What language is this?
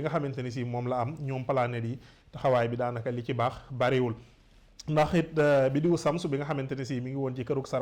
Wolof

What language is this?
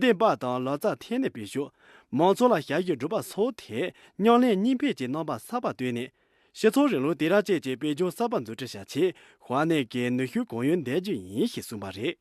Khams Tibetan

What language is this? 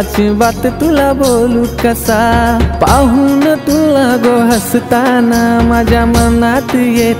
Marathi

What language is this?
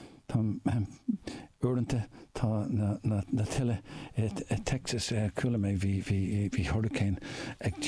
Irish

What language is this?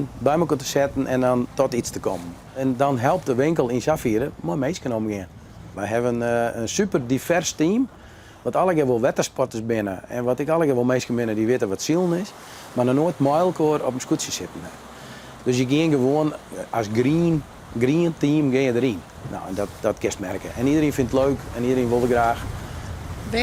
Western Frisian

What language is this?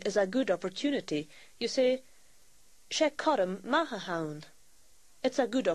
Scottish Gaelic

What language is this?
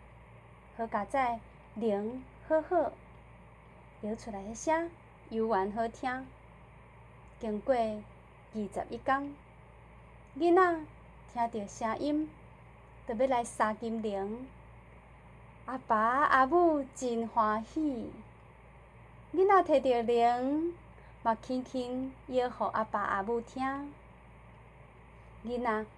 Min Nan Chinese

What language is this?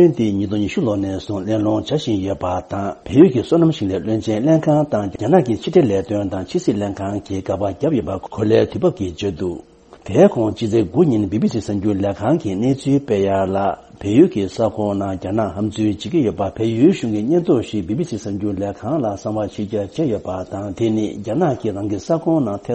Tibetan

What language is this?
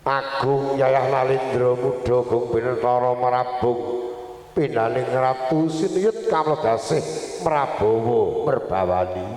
Javanese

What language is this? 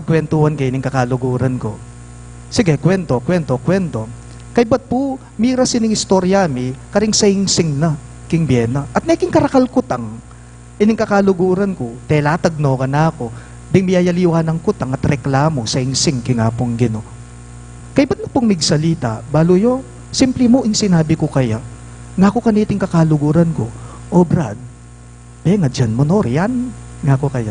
Pampanga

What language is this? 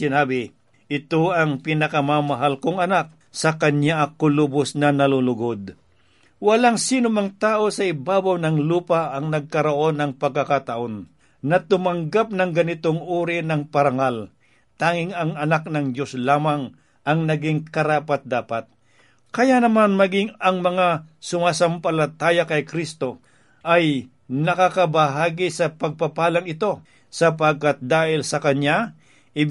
Filipino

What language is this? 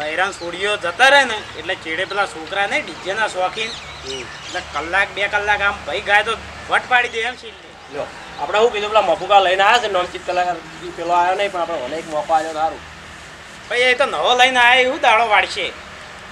Gujarati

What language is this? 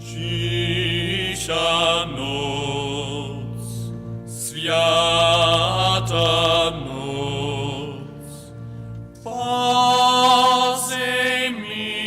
Upper Sorbian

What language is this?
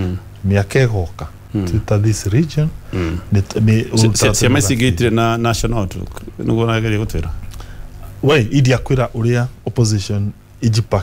Kikuyu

